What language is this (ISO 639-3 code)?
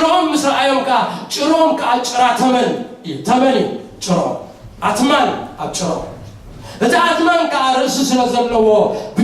tir